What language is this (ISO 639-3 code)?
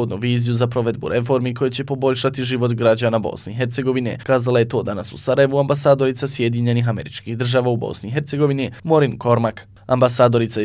bos